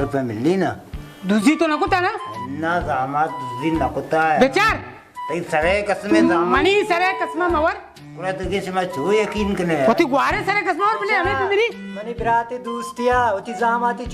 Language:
Baluchi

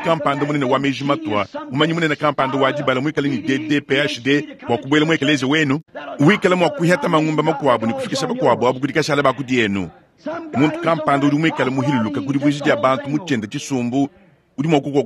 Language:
Luba-Lulua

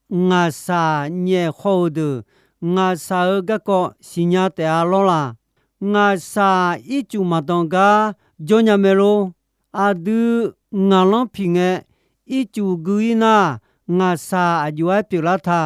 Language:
Akha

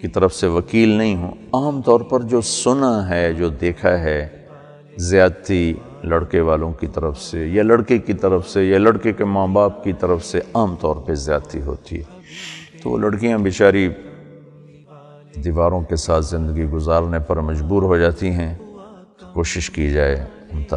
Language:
Urdu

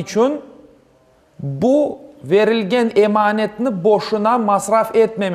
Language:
Crimean Tatar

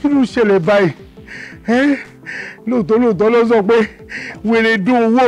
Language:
Yoruba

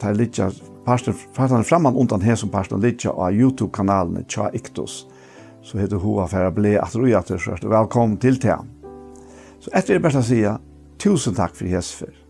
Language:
Faroese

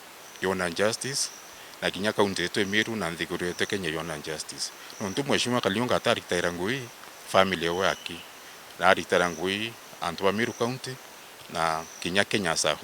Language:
Meru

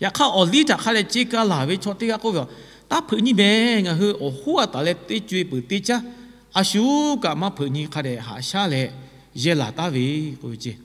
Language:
Lahu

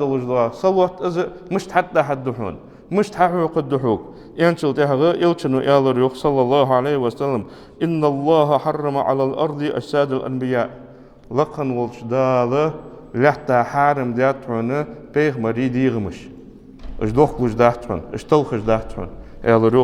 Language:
Ingush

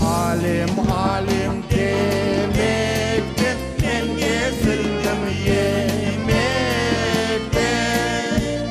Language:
Crimean Tatar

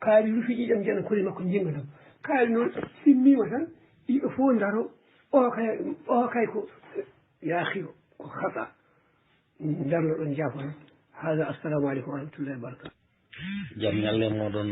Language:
Fula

